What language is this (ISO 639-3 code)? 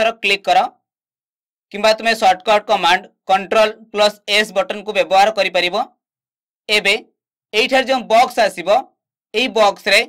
ori